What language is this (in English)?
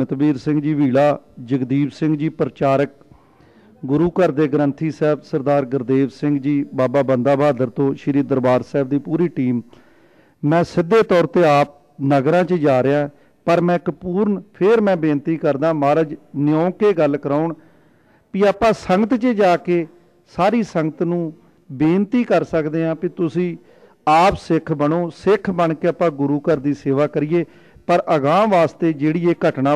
Punjabi